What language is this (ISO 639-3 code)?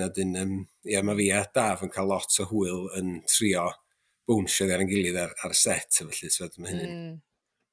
cym